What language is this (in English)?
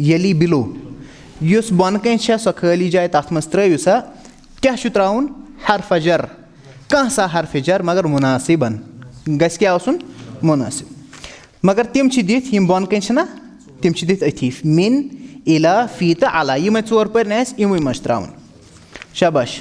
Kashmiri